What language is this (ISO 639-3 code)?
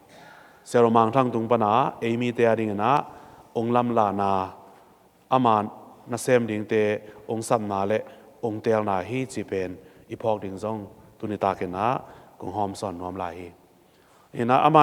ctd